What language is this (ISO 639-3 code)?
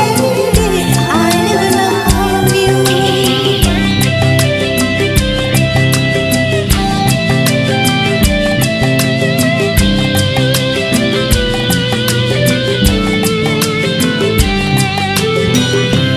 hin